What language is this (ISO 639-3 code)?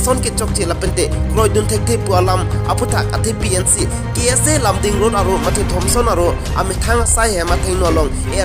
mjw